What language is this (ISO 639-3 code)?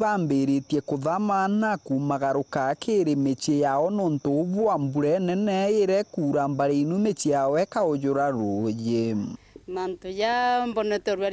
mer